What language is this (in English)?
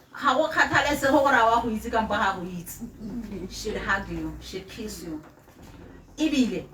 Tswana